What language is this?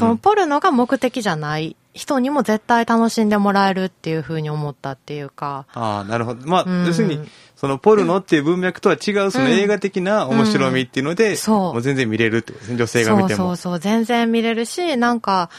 Japanese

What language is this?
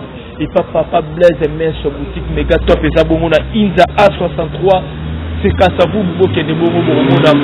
Lingala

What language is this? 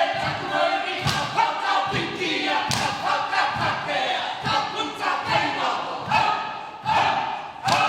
Māori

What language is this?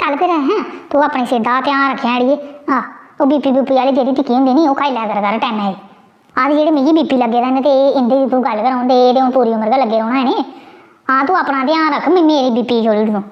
Dogri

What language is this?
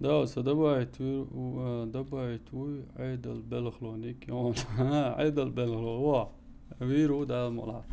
Chechen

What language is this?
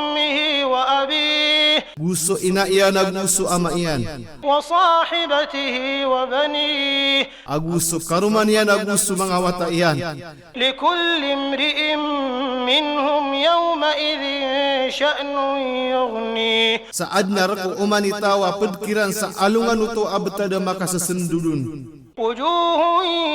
Maranao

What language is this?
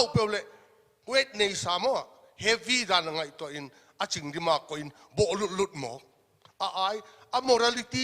Paite Chin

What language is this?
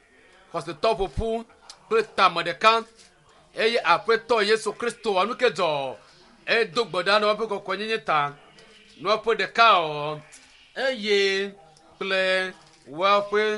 Ewe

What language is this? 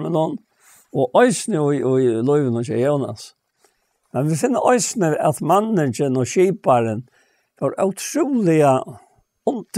Faroese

